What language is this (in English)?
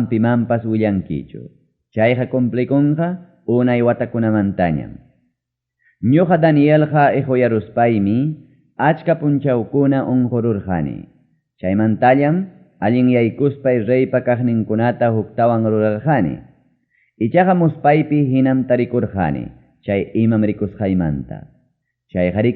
Ayacucho Quechua